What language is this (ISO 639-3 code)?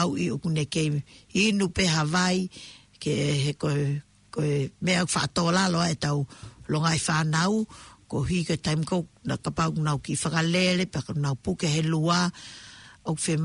ton